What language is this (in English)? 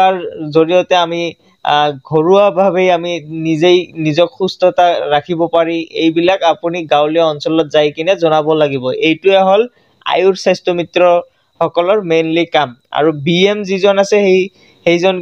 Assamese